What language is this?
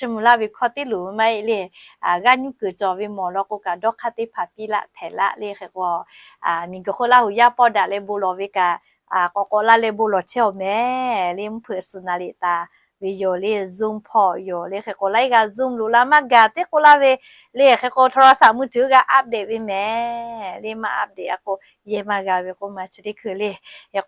Lahu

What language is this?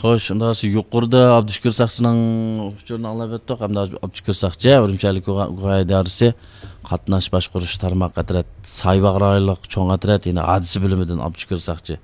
Uyghur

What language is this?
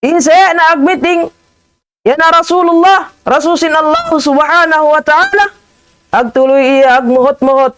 Tausug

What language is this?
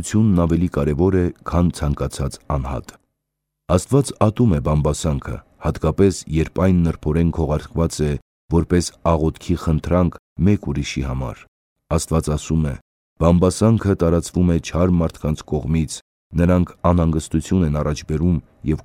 Armenian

